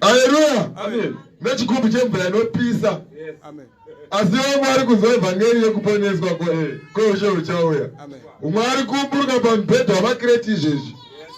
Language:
Shona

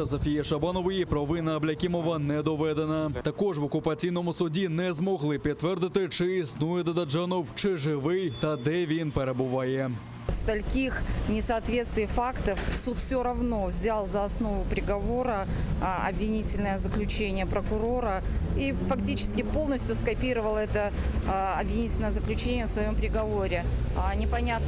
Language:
Crimean Tatar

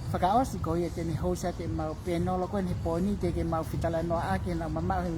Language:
Tongan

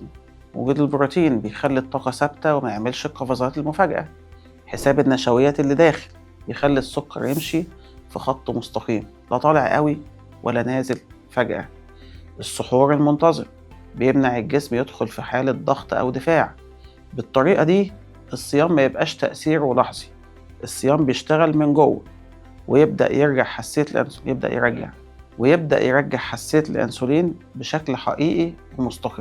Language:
Egyptian Arabic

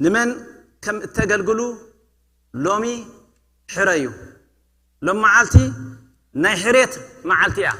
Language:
Tigrinya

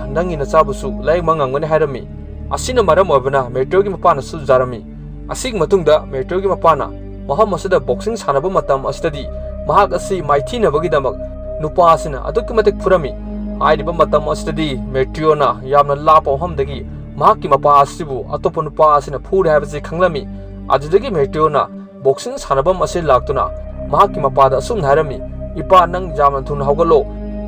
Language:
Manipuri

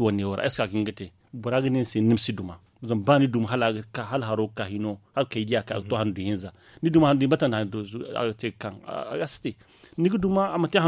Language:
Zarma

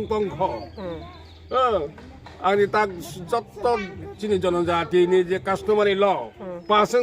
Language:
Kok Borok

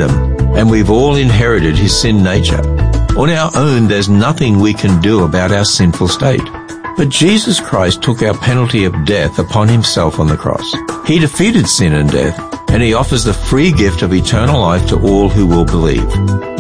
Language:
English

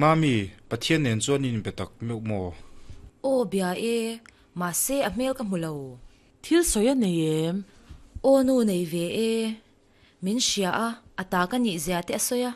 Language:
Mizo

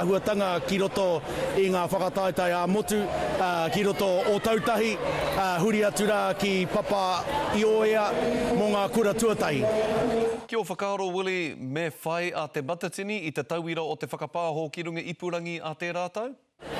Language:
Māori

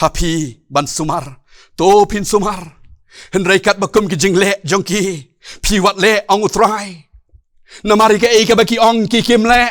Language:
Khasi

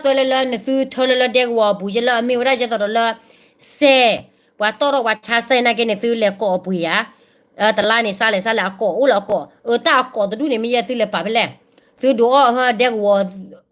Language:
S'gaw Karen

